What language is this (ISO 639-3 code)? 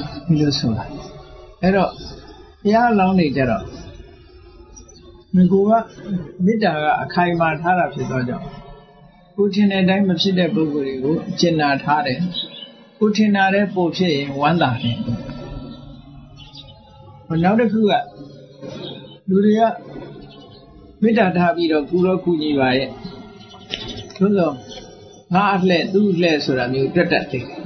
mya